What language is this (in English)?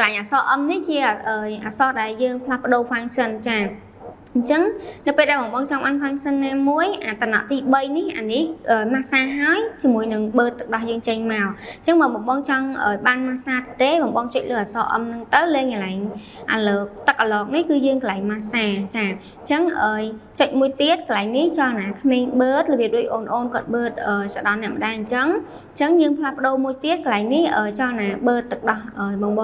Khmer